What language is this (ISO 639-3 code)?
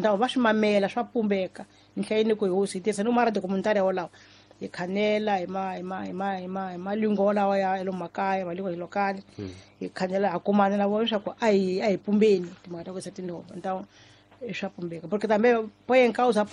tso